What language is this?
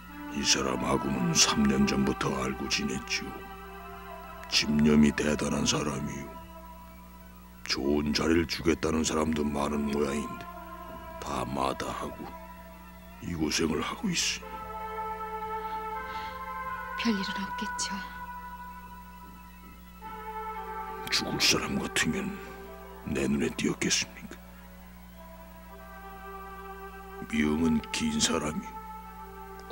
Korean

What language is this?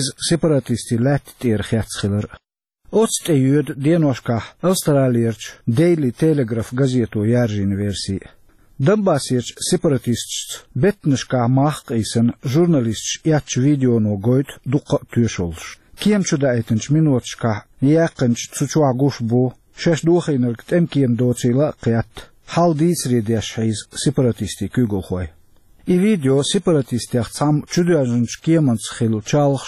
Chechen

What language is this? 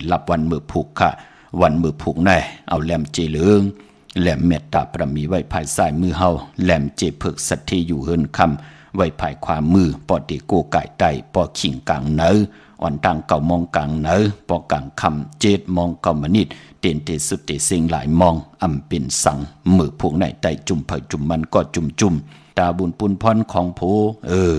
Shan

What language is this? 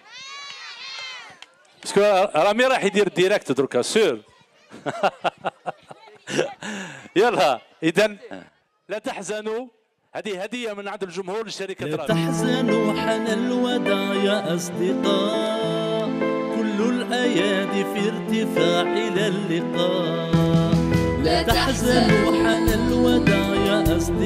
Algerian Arabic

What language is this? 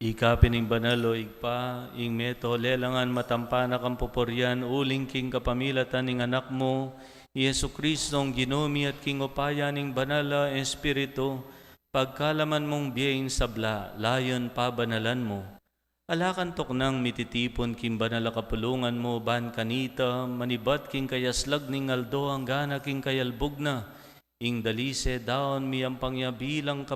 Pampanga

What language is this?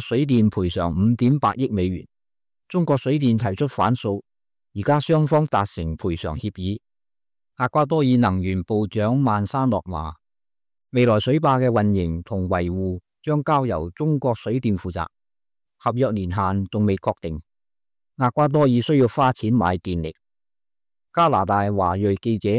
Cantonese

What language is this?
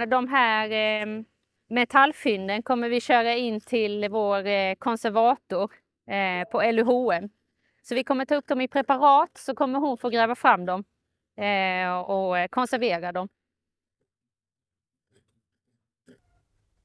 Swedish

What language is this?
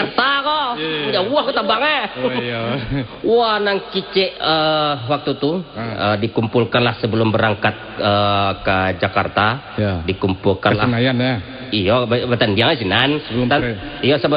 Minangkabau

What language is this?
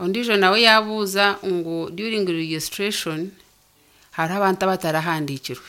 Nyankole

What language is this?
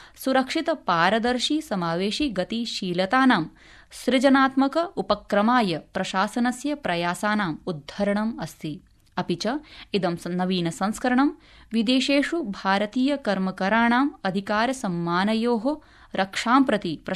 Sanskrit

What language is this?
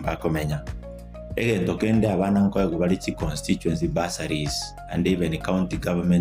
Gusii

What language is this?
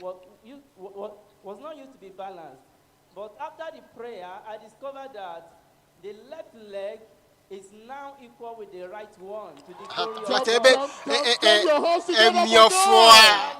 Ewe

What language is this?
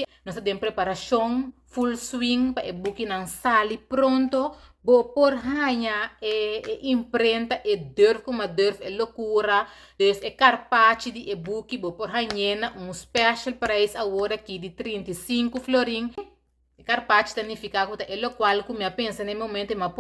Papiamento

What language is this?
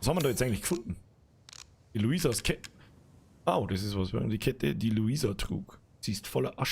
Bavarian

